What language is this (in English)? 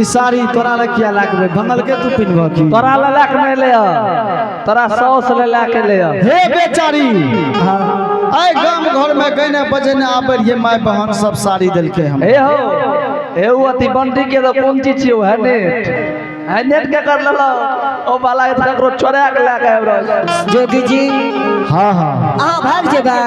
Angika